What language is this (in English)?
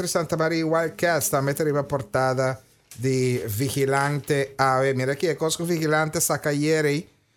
Papiamento